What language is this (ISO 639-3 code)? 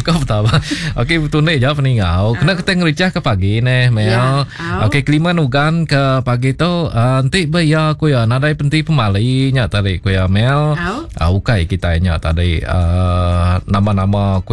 iba